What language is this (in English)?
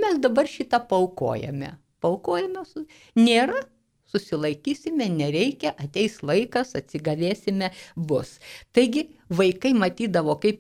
Lithuanian